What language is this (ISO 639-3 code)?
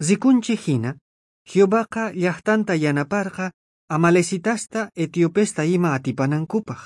quh